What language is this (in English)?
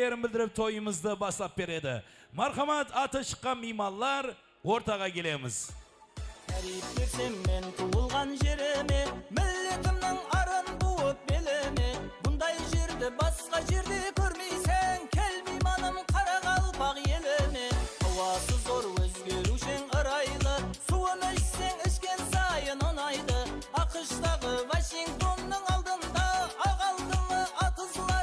Kara-Kalpak